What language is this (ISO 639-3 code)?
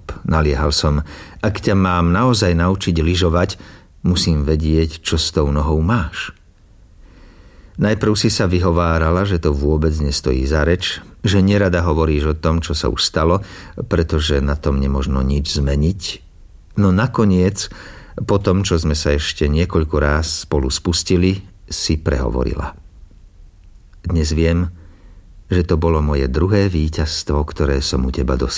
slk